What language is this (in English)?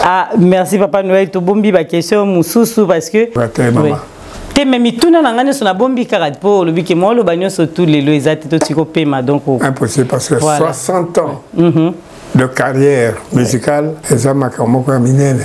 Lingala